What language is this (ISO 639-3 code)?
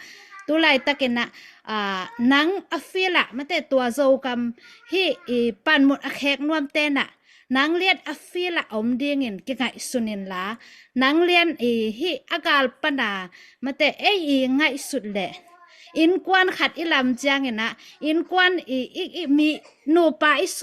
ctd